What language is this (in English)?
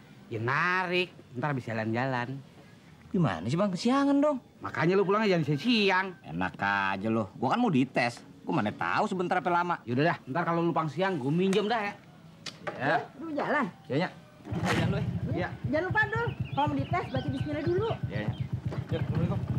Betawi